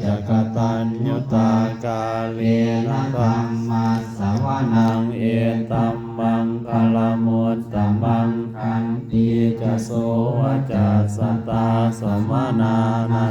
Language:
Pali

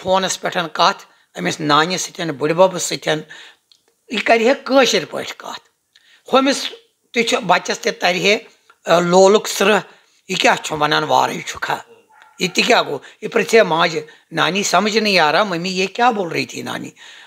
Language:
Kashmiri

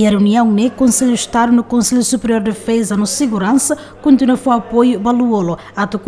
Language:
Tetum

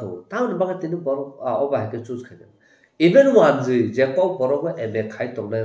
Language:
Kok Borok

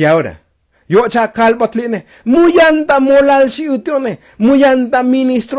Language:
Tzotzil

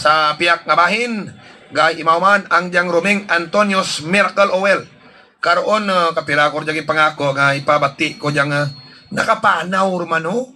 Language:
Hiligaynon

